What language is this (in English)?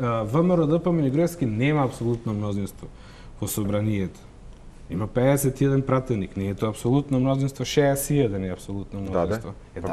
Macedonian